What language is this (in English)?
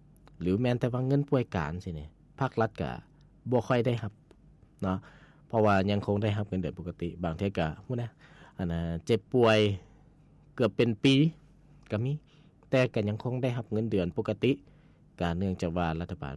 Lao